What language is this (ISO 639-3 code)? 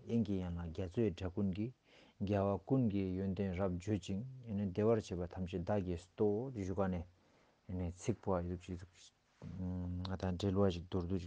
lbj